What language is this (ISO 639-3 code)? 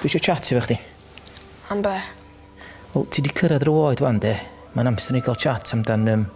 cym